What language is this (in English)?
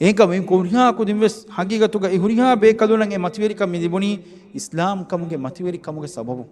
Divehi